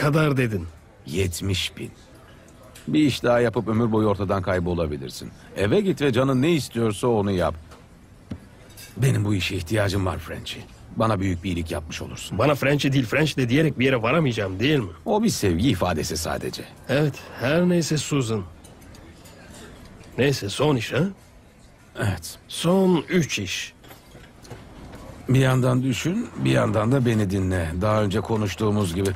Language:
Turkish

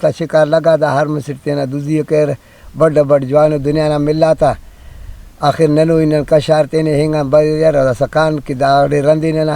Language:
Brahui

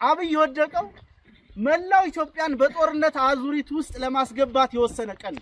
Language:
Amharic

